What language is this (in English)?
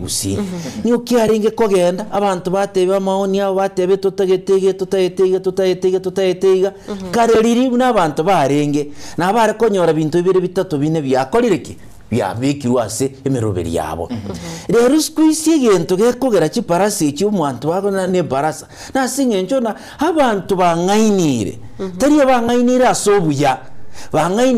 Gusii